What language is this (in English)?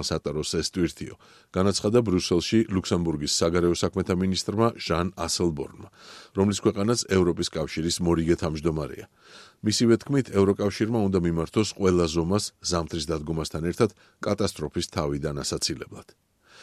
Georgian